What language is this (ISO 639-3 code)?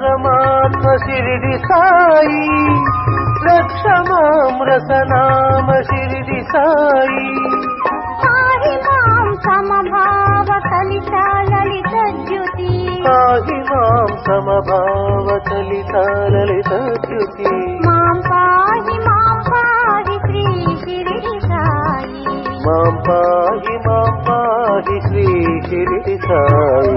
tel